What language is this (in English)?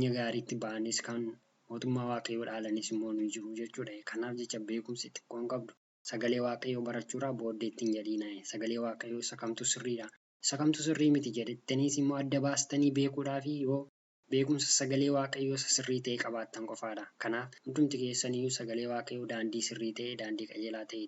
Oromo